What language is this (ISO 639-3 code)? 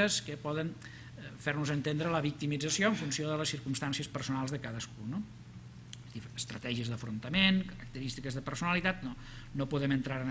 cat